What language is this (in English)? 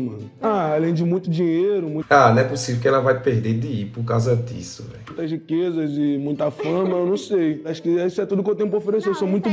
Portuguese